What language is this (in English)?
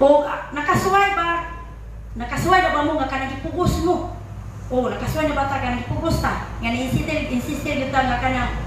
Cebuano